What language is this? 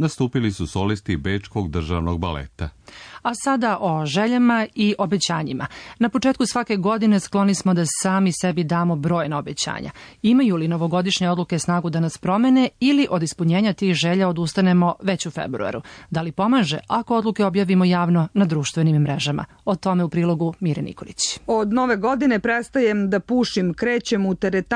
Serbian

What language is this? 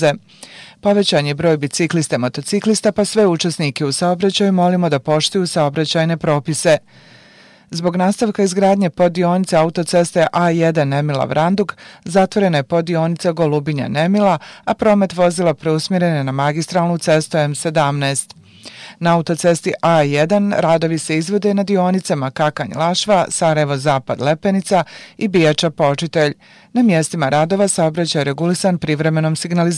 Bosnian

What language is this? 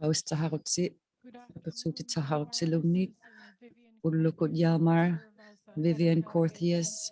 Inuktitut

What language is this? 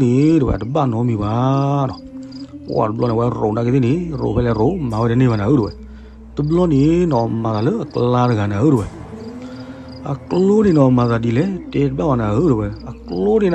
S'gaw Karen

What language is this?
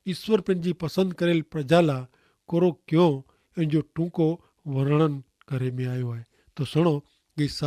Kachhi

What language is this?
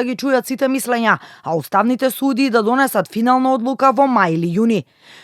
Macedonian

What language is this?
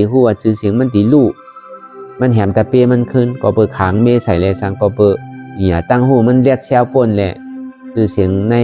Shan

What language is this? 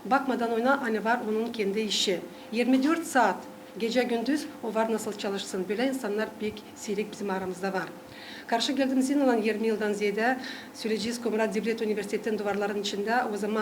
Gagauz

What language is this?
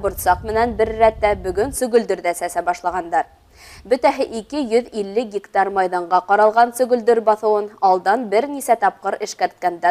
Bashkir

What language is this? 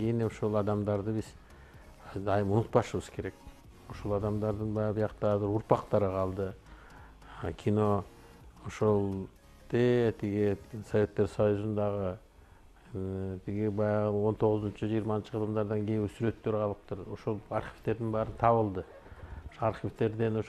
Kyrgyz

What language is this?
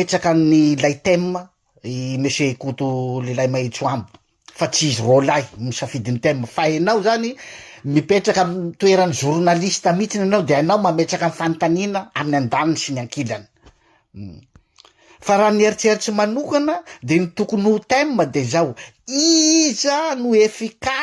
Malagasy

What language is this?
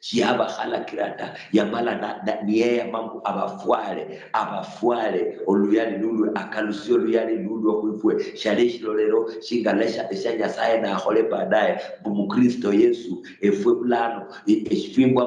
Luyia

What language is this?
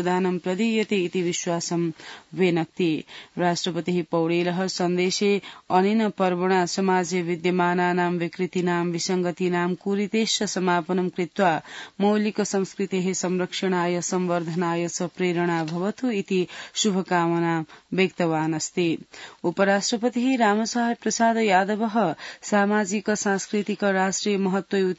Sanskrit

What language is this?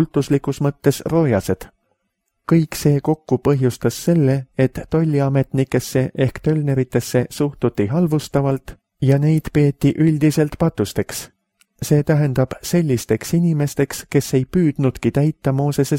Estonian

